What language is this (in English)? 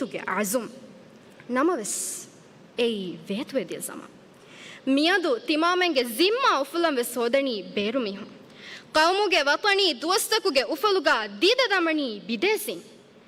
Divehi